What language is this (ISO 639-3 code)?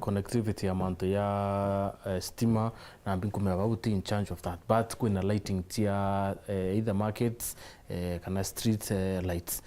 mer